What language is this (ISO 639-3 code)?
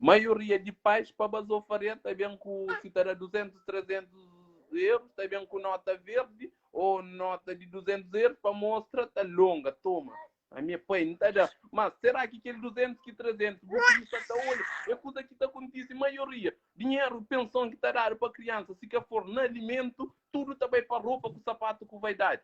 kea